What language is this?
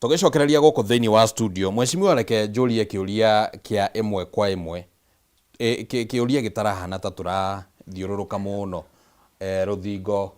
Kikuyu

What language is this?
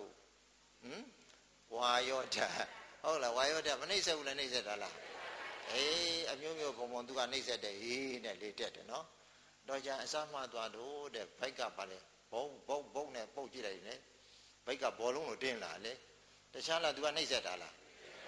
Burmese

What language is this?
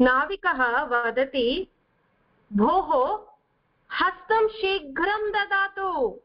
Sanskrit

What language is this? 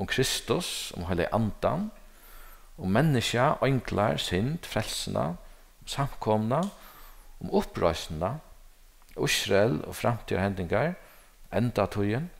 Faroese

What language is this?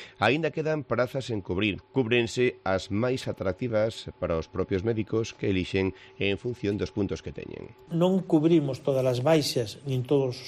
Galician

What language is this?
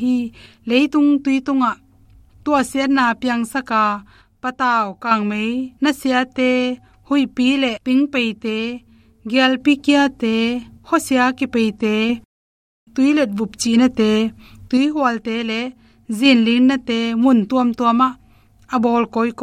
Tedim Chin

